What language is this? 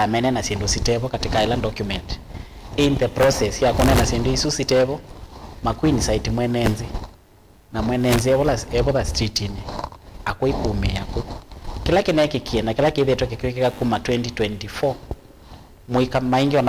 Kamba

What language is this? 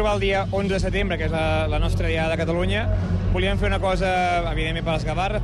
Catalan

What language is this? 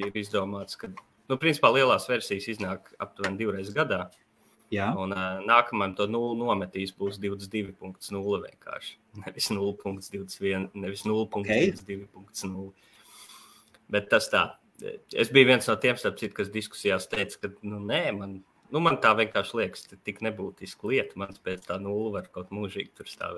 Latvian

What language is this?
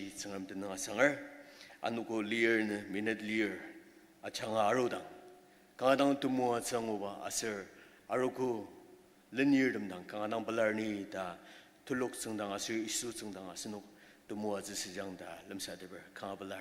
Ao Naga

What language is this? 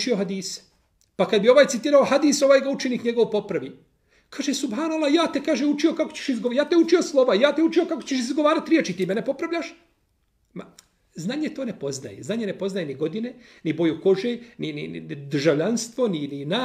Bosnian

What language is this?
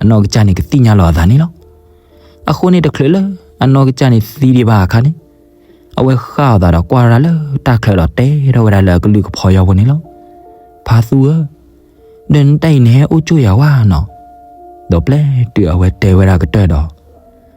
S'gaw Karen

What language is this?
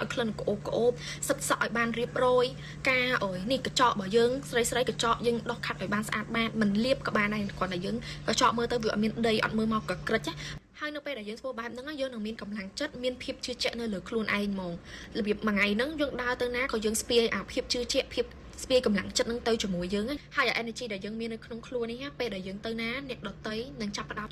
Khmer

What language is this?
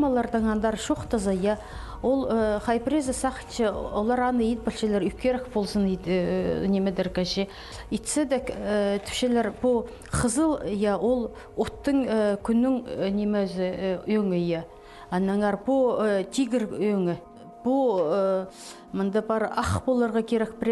Khakas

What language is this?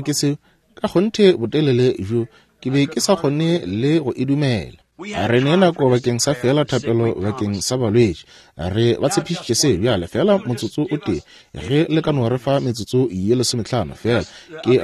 Northern Sotho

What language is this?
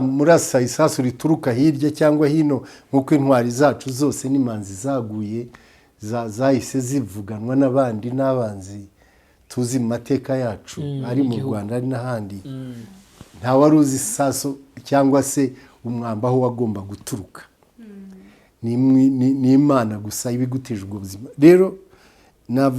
Kinyarwanda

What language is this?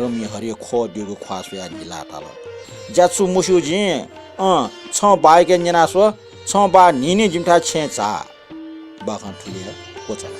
Newari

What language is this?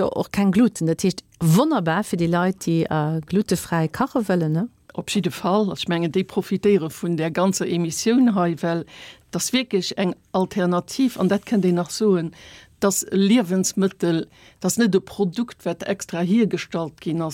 Luxembourgish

